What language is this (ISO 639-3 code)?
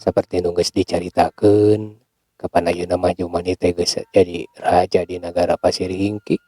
sun